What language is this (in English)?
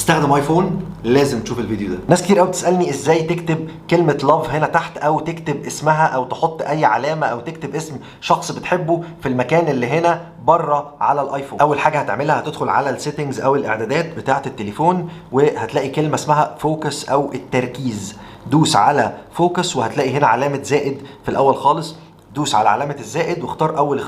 Egyptian Arabic